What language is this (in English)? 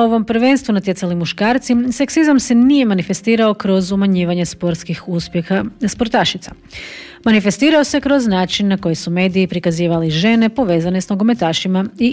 Croatian